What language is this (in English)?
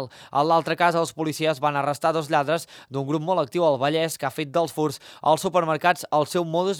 Catalan